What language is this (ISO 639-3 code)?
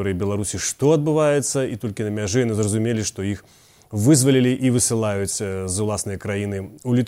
bel